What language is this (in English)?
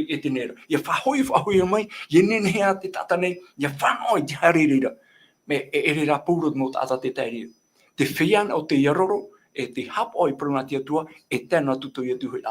Tahitian